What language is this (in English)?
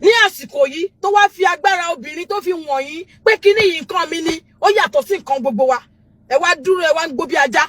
Yoruba